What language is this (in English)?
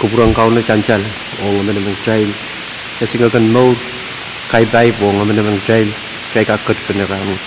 Pohnpeian